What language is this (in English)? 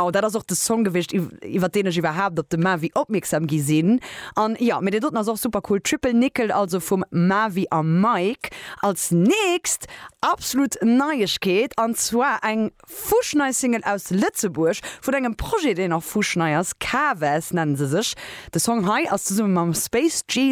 Luxembourgish